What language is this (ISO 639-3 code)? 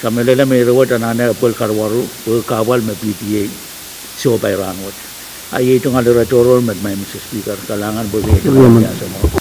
pon